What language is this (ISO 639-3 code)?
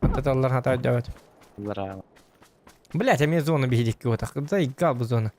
sah